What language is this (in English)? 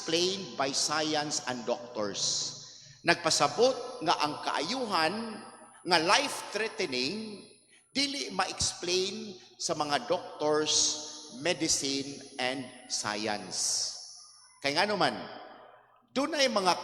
Cebuano